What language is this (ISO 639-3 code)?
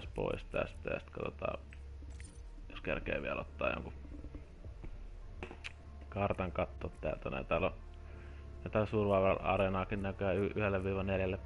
fin